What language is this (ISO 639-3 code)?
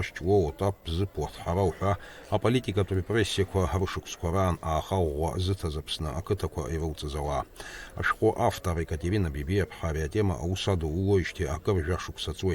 abk